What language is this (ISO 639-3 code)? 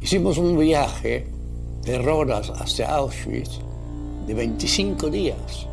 lad